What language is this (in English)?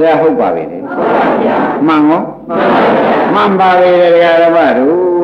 Burmese